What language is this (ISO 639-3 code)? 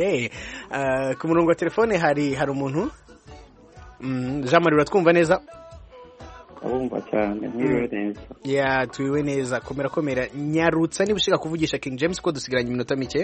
kin